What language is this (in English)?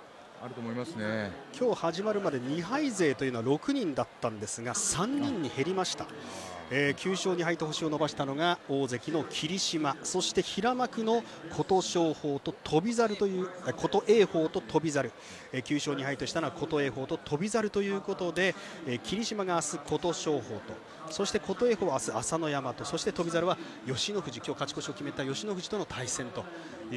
Japanese